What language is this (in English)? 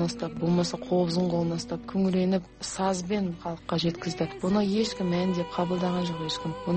Kazakh